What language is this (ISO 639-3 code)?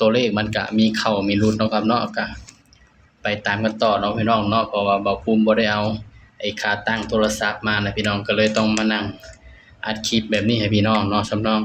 tts